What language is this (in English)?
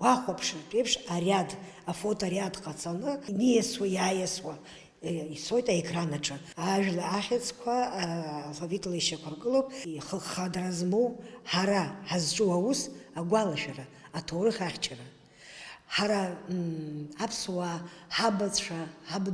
Abkhazian